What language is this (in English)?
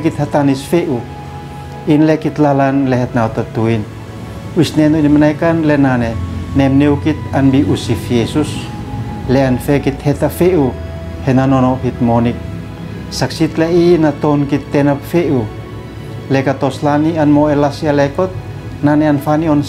Uab Meto